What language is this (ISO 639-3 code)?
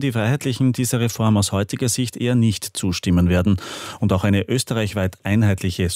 deu